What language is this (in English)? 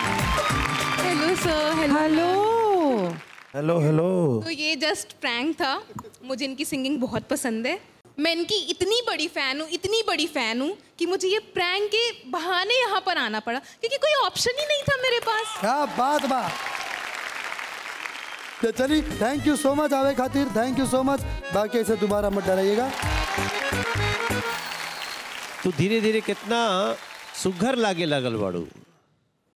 Bhojpuri